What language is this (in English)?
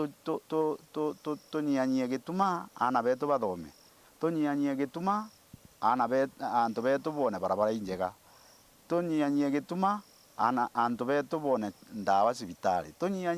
Meru